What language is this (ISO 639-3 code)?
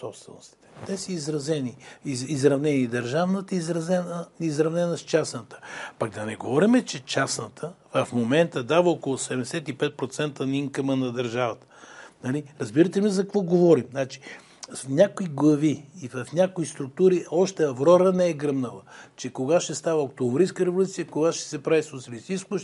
bul